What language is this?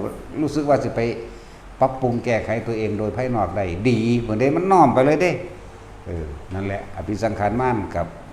Lao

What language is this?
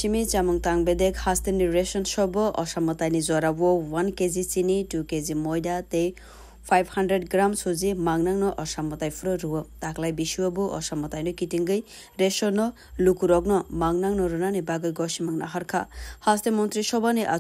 Kok Borok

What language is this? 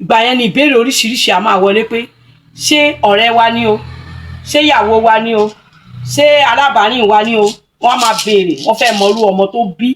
Yoruba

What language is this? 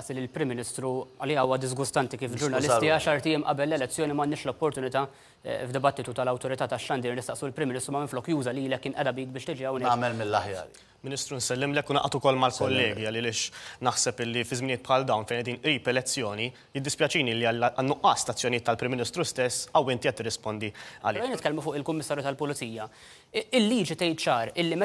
Maltese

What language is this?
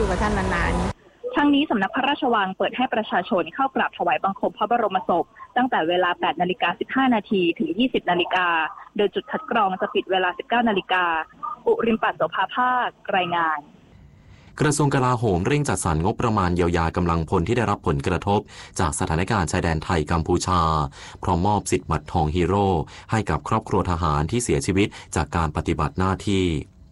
Thai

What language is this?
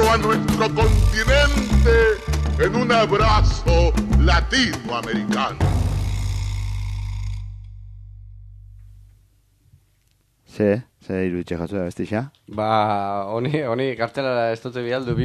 Basque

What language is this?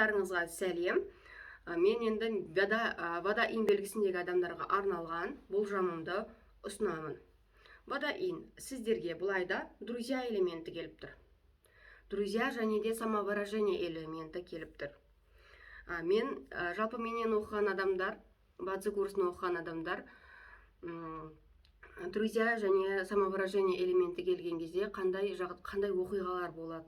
Kazakh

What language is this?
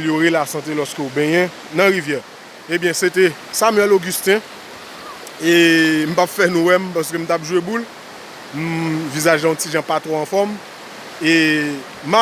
Haitian Creole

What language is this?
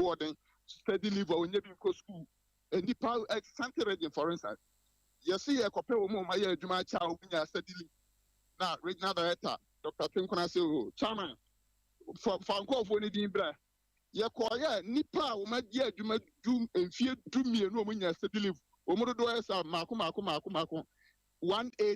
Akan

